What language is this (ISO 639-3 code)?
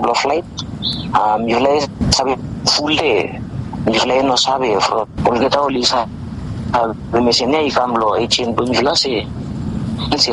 bis